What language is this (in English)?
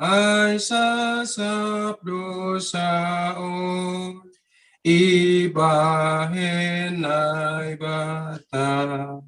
Batak Simalungun